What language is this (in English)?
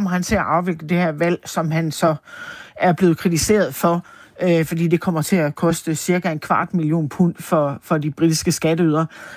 Danish